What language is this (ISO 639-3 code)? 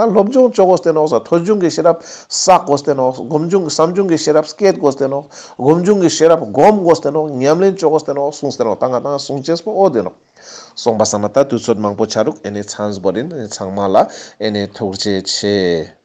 lbj